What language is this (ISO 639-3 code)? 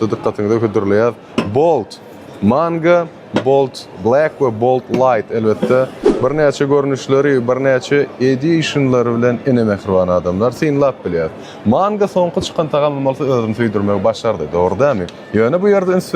tuk